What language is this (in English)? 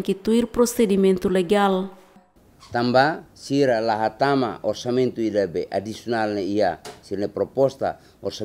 Tetum